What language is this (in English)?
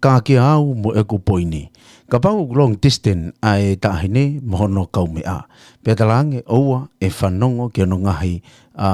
Tongan